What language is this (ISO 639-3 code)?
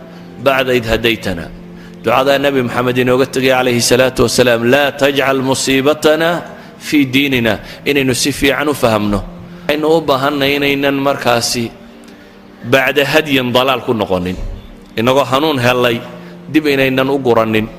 som